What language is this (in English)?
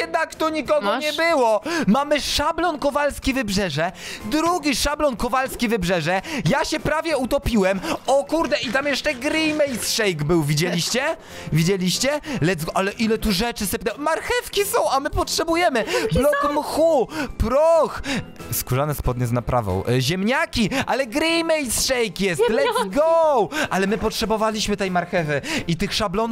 Polish